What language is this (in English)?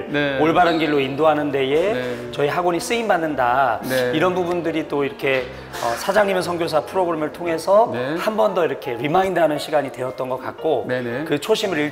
Korean